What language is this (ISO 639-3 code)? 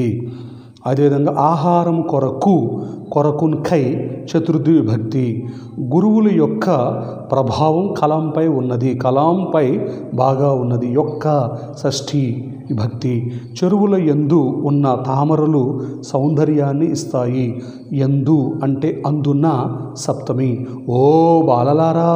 tel